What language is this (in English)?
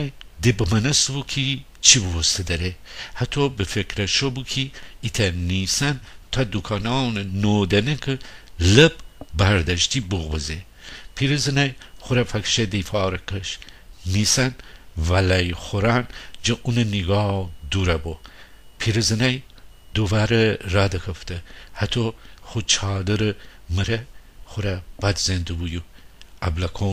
Gilaki